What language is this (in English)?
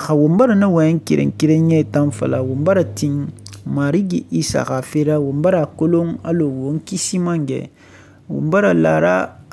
Susu